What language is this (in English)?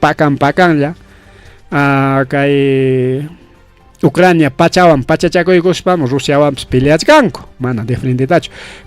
Ayacucho Quechua